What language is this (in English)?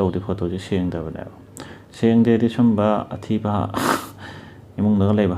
Manipuri